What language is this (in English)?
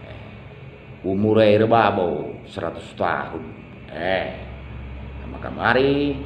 Batak Karo